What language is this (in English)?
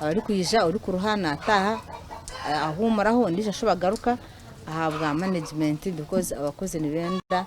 Nyankole